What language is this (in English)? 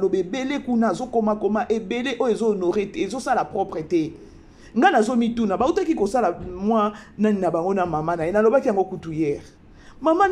Lingala